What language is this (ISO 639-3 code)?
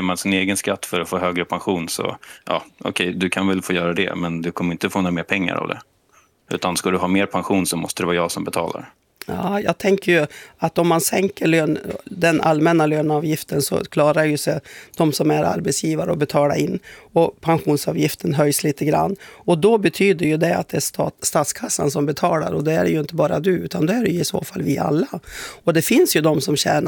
swe